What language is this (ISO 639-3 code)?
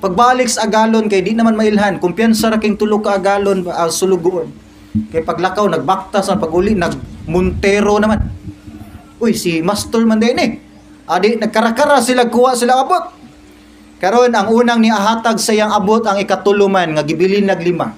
ceb